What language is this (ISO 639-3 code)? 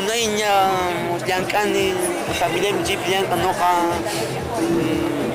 que